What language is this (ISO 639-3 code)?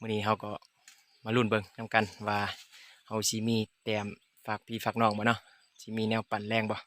lao